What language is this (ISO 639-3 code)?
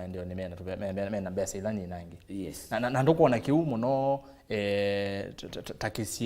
kam